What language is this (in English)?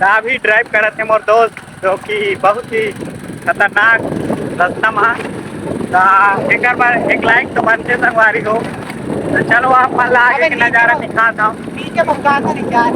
Chhattisgarhi